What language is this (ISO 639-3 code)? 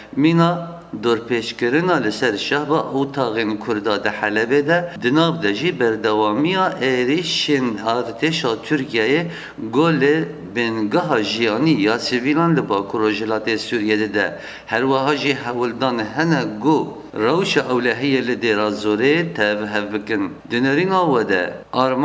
kur